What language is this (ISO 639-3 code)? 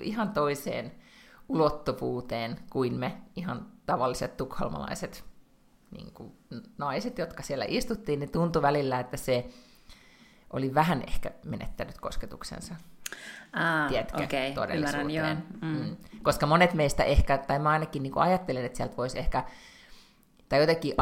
fin